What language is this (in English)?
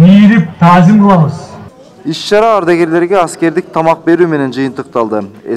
Kyrgyz